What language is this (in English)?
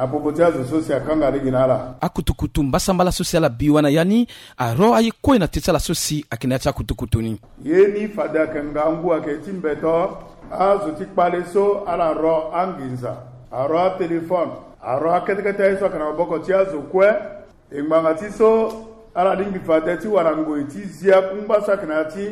Sango